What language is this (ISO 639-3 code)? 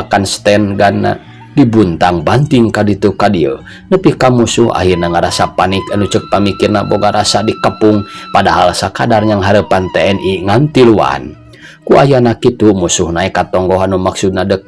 sun